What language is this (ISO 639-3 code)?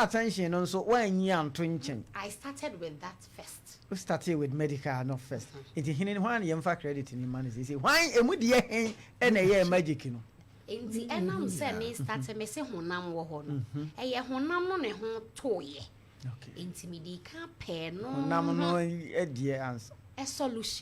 aka